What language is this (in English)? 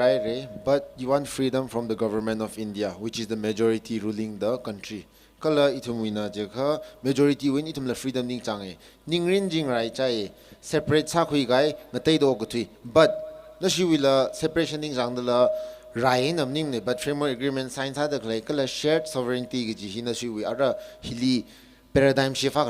Tangkhul Naga (India)